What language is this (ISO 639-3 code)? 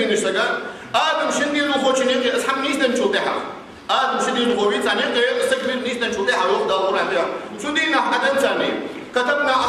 inh